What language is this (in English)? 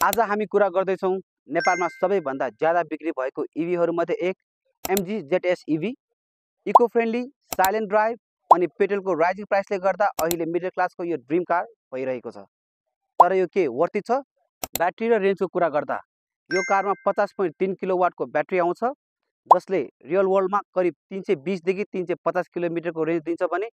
Nepali